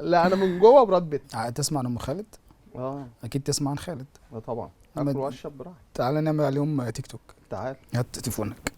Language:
Egyptian Arabic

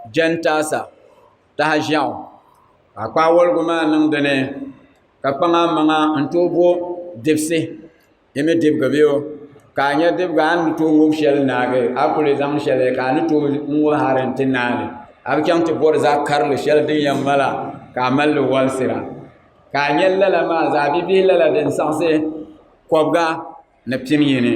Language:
Dagbani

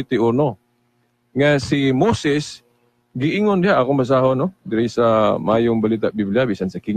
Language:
Cebuano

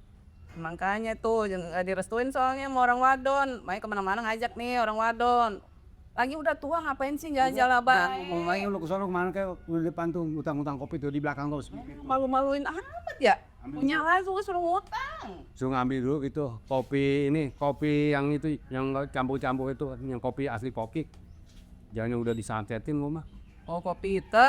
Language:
Betawi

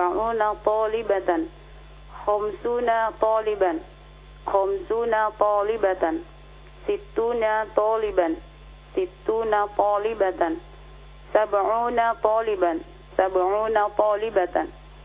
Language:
Indonesian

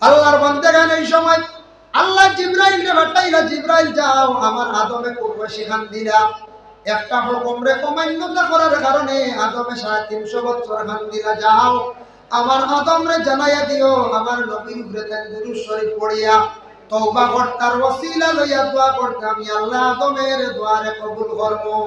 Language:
Sylheti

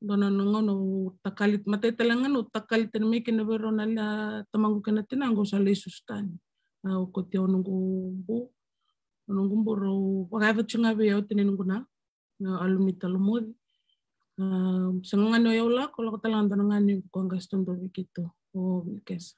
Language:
Fijian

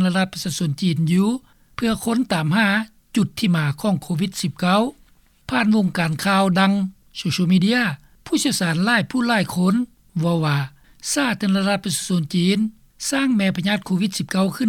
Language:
Lao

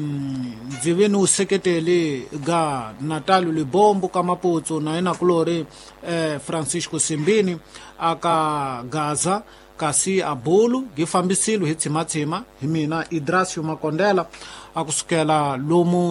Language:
Tsonga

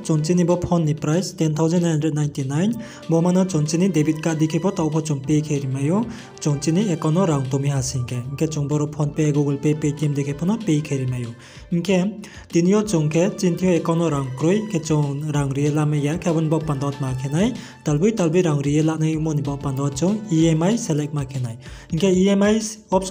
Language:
Riang (India)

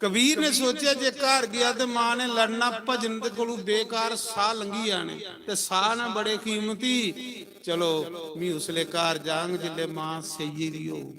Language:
Dogri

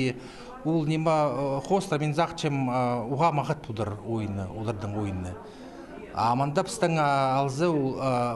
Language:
Khakas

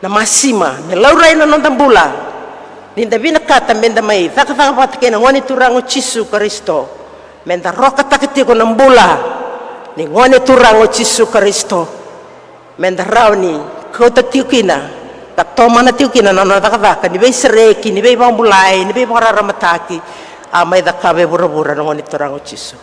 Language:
Fijian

